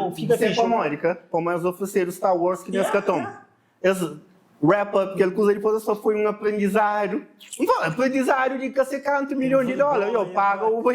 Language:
Kabuverdianu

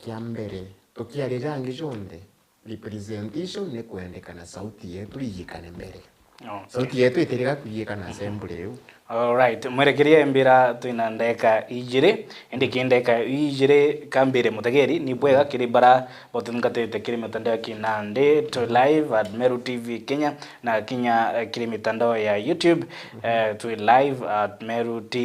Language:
Meru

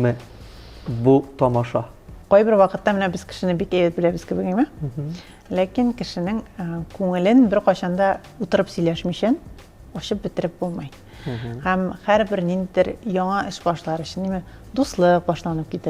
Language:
Tatar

